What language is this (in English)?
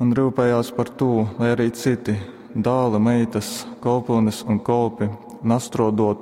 Latgalian